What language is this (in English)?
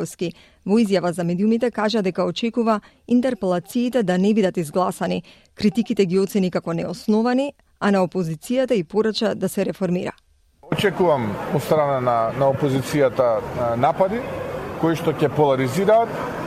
Macedonian